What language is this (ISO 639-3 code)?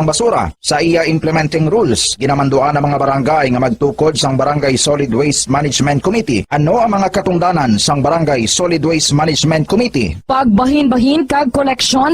hil